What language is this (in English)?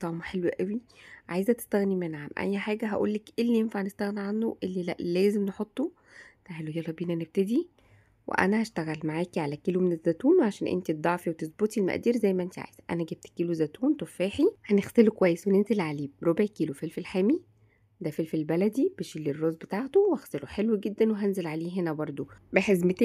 Egyptian Arabic